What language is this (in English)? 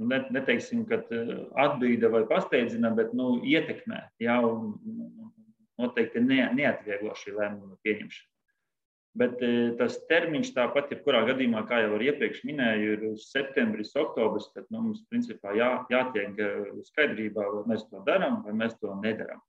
Latvian